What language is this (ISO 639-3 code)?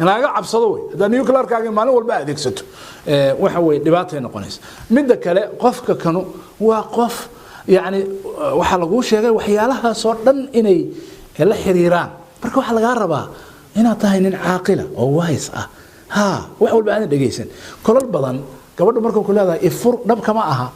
som